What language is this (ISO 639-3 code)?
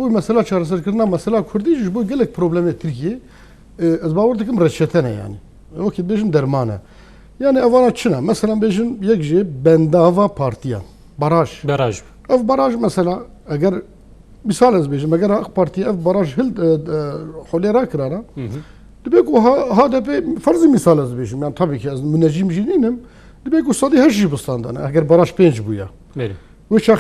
kur